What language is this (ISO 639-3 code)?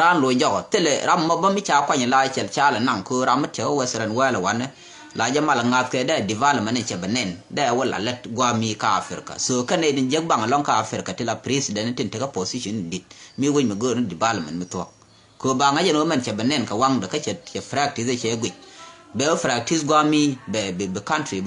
nus